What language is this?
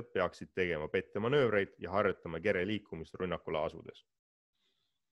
Estonian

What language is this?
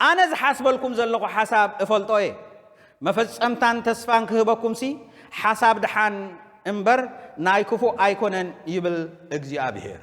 Tigrinya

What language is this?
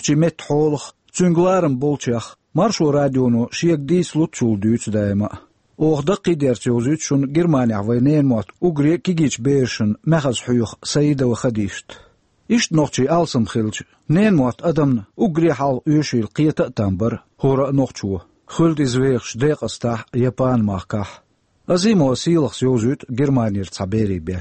Chechen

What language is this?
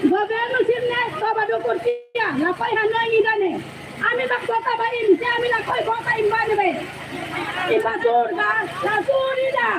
Tetum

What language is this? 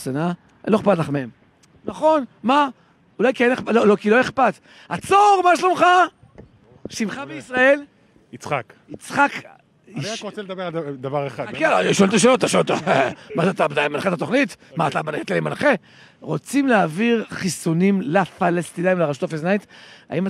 Hebrew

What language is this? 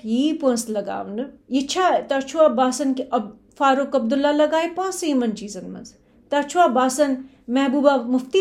Kashmiri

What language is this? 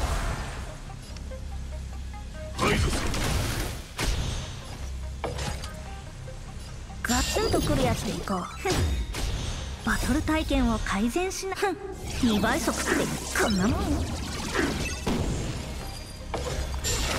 Japanese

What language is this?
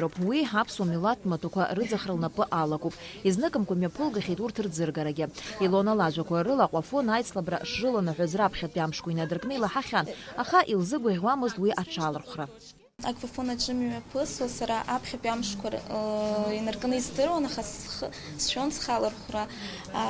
Abkhazian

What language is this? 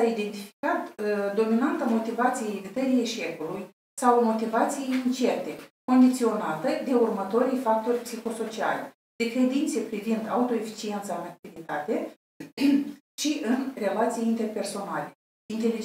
Romanian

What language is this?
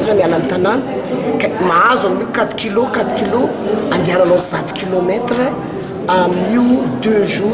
Malagasy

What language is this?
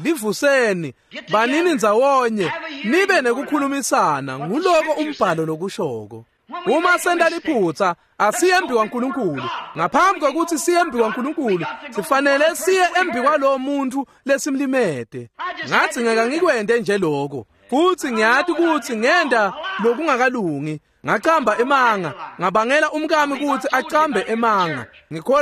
Swati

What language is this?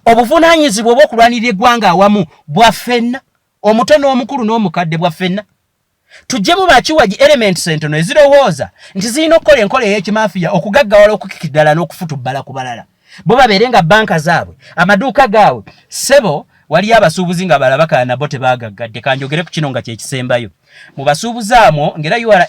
Ganda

